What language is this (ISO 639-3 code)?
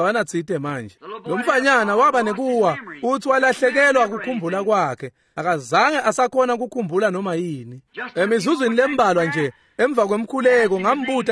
ssw